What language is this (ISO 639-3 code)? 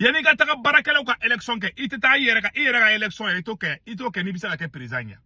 bam